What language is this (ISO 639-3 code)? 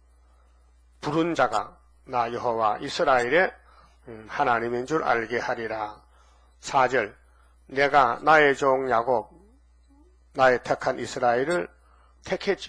kor